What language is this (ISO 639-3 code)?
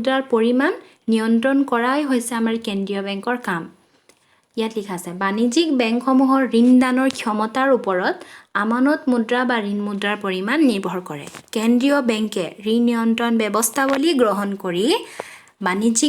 asm